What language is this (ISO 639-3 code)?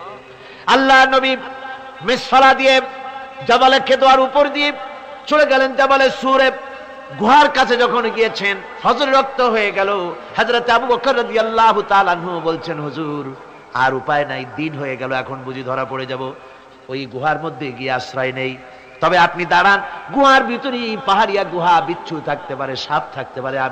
ben